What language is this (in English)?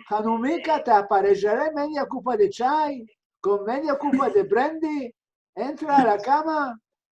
Ladino